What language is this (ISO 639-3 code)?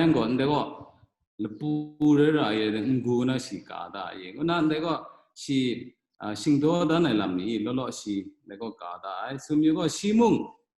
kac